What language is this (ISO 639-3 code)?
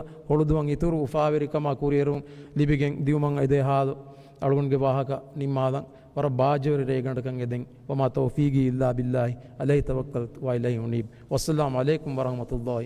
div